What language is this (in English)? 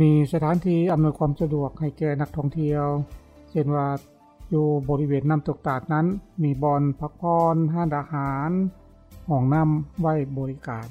Lao